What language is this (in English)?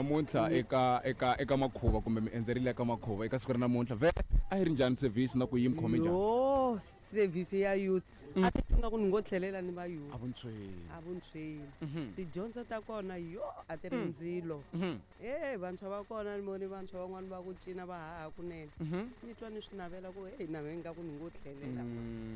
Tsonga